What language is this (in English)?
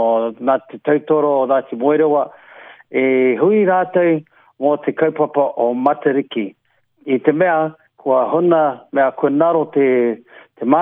Māori